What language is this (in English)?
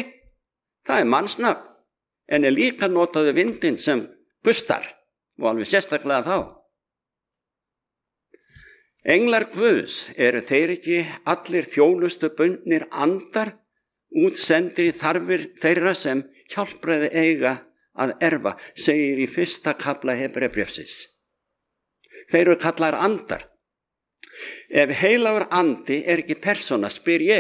Icelandic